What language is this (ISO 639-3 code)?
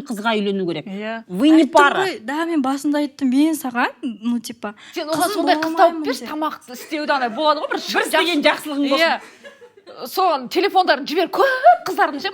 kaz